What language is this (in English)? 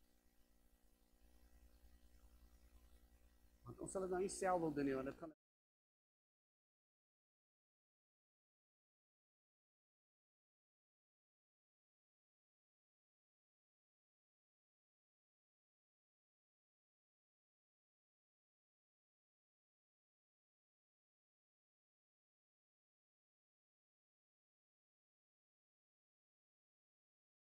Afrikaans